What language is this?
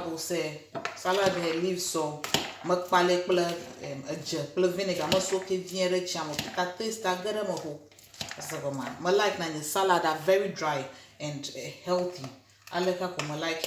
Ewe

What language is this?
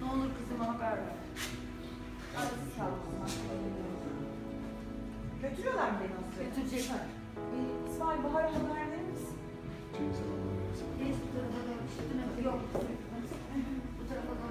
Turkish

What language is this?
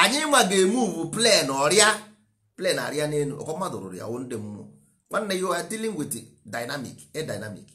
Igbo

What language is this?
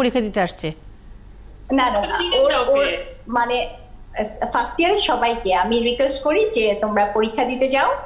Bangla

